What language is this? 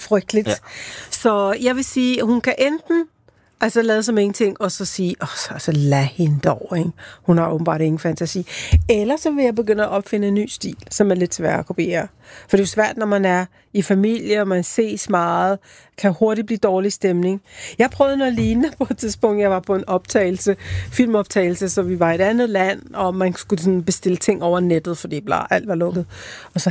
Danish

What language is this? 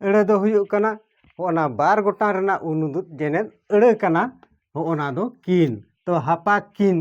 Santali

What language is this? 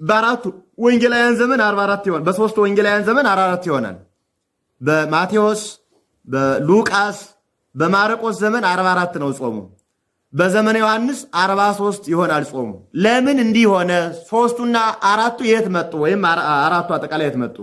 Amharic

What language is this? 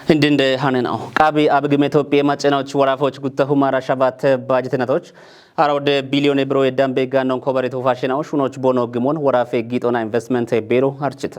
Kafa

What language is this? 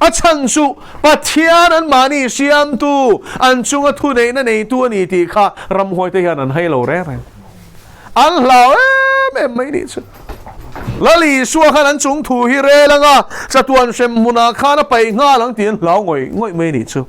Mizo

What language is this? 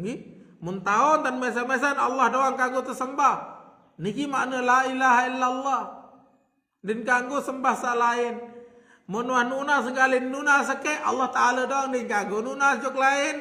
Sasak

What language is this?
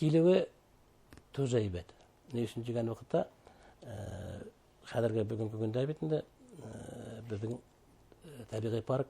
Bashkir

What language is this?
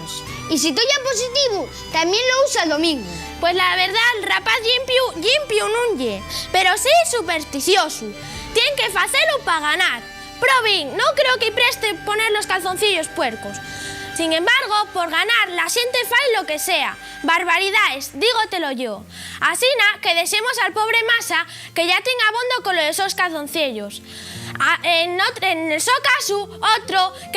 Asturian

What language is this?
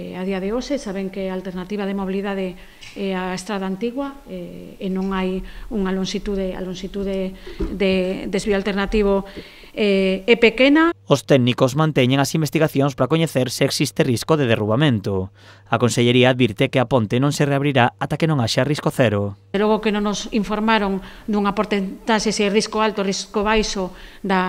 Galician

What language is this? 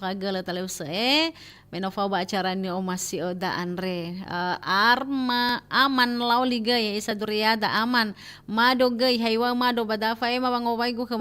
Nias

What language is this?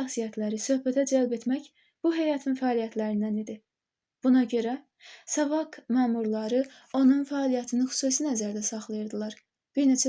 Azerbaijani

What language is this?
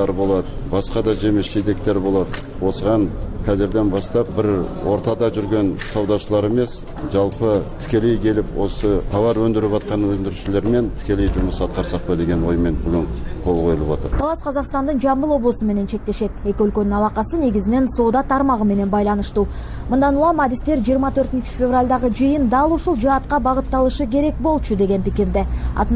Kyrgyz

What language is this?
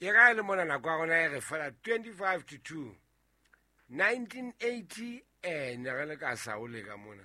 Southern Sotho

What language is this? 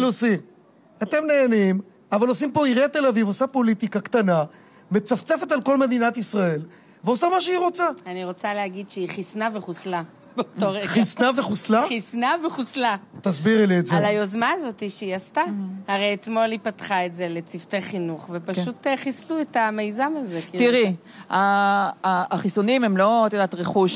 Hebrew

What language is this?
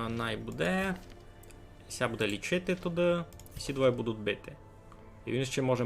Rusyn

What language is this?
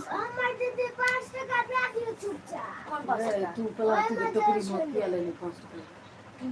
Maithili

